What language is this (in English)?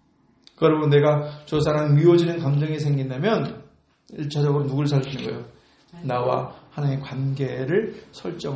Korean